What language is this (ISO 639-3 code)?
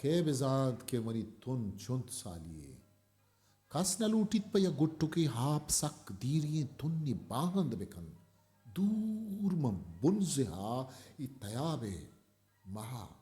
bgp